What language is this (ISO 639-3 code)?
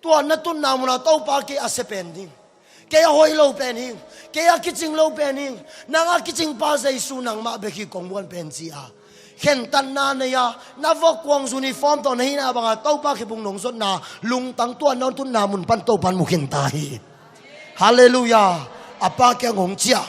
ctd